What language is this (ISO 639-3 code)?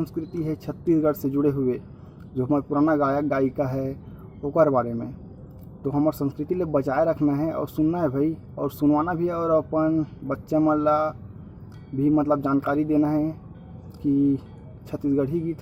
hne